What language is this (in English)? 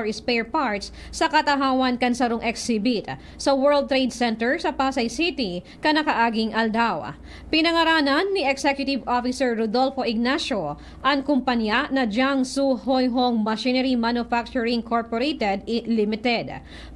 Bikol